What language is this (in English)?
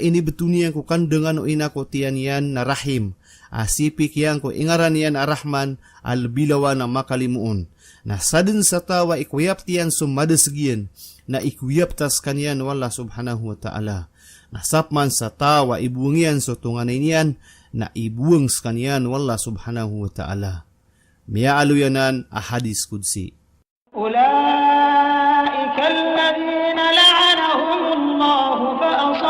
Maranao